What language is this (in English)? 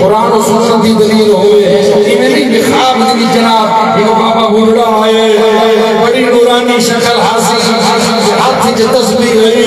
Saraiki